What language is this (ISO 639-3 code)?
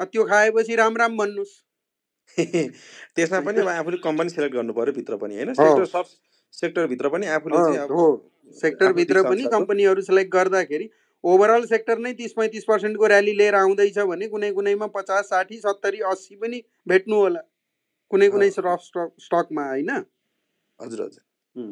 nep